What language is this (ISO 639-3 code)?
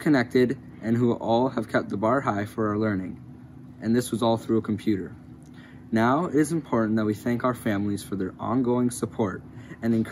eng